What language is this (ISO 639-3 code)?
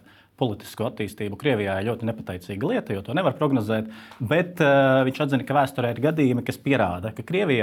lav